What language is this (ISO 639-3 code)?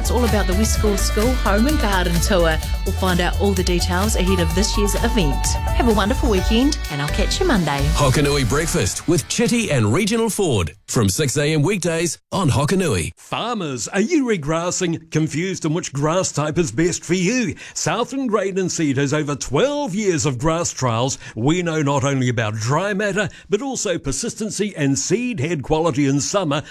eng